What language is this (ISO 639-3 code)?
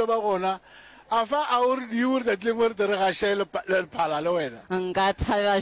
nso